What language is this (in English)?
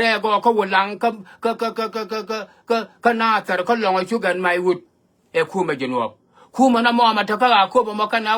Nuer